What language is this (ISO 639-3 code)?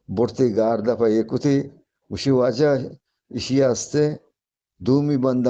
bgp